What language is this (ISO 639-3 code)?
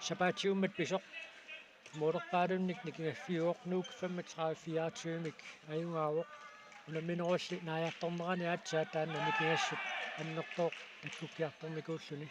kal